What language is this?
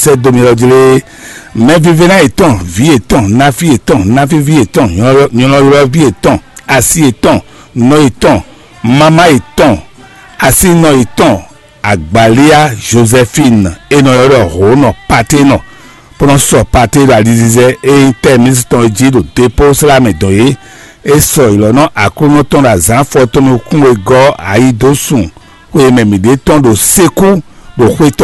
Fon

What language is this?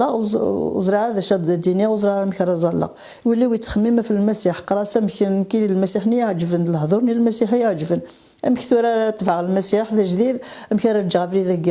Kabyle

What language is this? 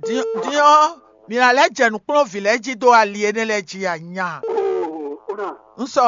Fon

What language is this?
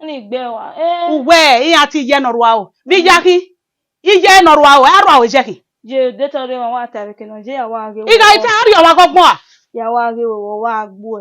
Bini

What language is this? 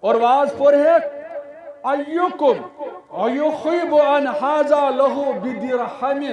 Kashmiri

